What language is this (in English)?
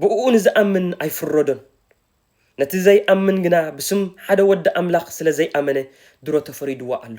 Tigrinya